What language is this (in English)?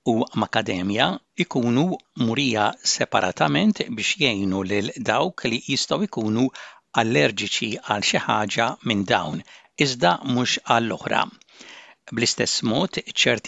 Maltese